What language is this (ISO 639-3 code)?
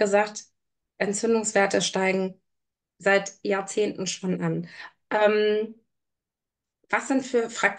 deu